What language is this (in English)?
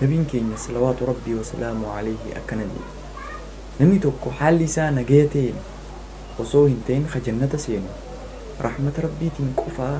Oromo